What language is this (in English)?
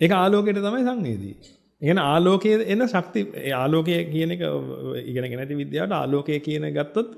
Sinhala